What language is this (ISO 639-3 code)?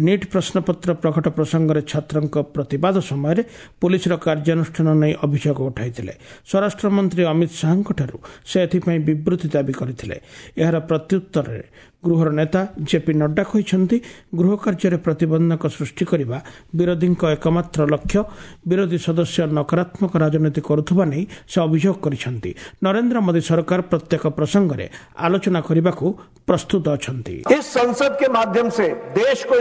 ori